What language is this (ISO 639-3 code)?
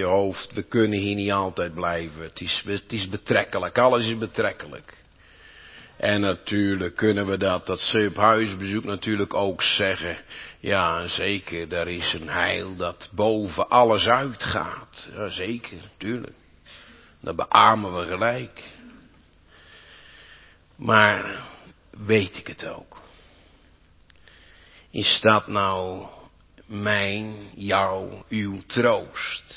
nld